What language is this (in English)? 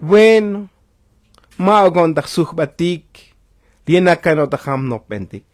Tzotzil